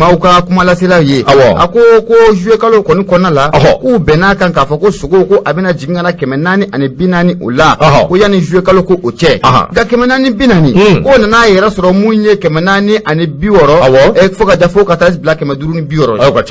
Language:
Bambara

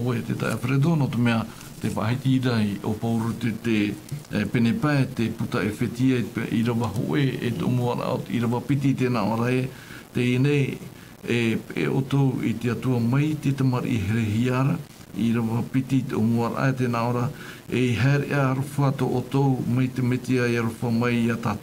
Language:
Tahitian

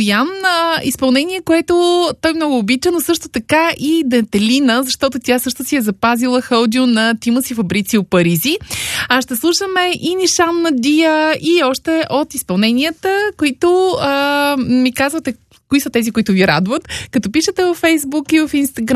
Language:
Bulgarian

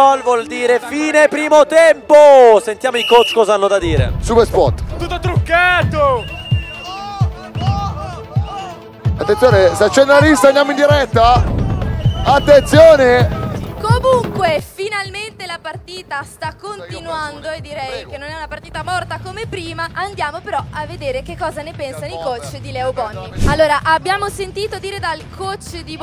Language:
Italian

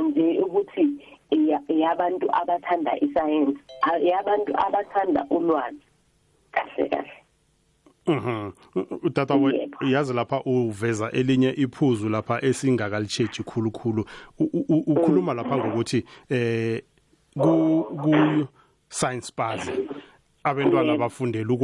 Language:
South Ndebele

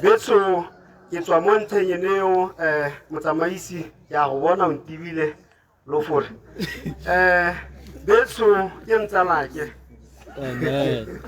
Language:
Tswana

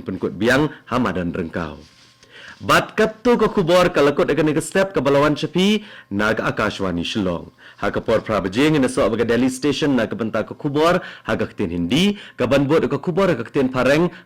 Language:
Khasi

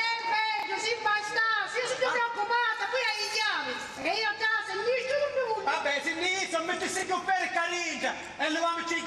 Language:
Sicilian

